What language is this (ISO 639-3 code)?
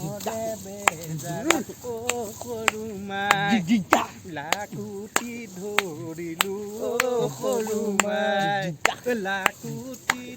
asm